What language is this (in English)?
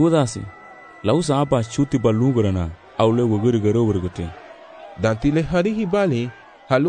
Garifuna